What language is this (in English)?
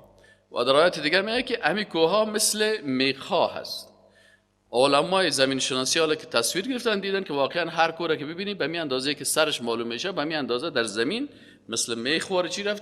Persian